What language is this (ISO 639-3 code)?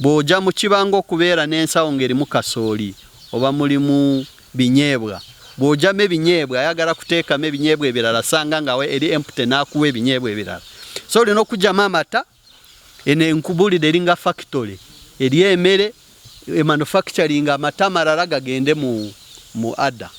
nyn